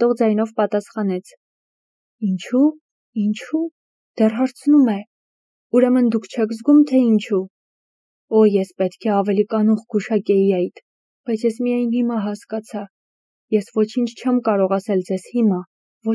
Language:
Armenian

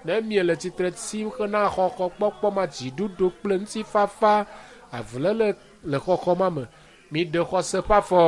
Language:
Ewe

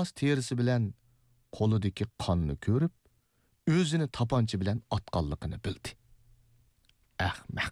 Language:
Uyghur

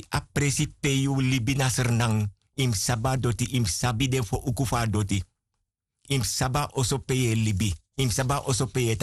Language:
Sranan Tongo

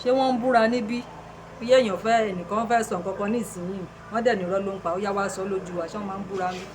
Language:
Yoruba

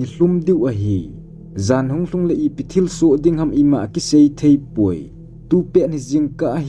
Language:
Thado Chin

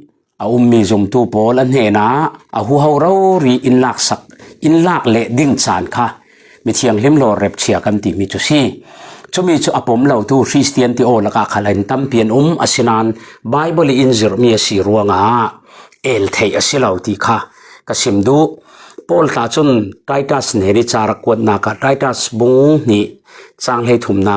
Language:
Falam Chin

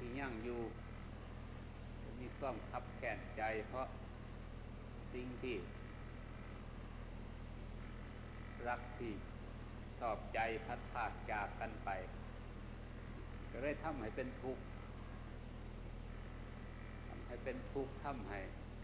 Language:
Thai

